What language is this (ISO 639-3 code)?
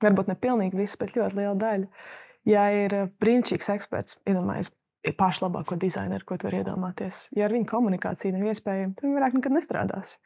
lav